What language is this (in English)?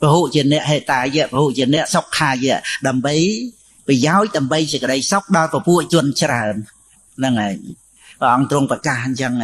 Khmer